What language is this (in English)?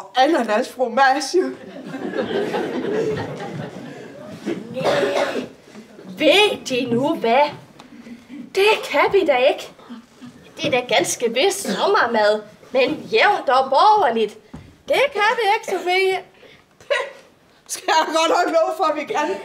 Danish